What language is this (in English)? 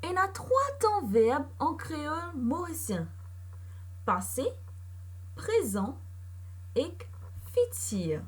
Morisyen